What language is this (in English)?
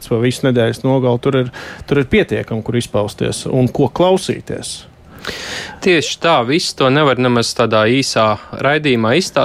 Latvian